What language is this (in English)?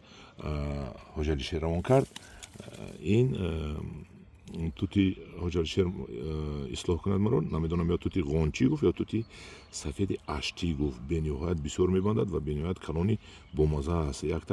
Tajik